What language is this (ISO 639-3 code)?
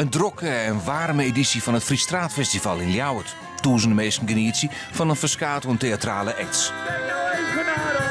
fry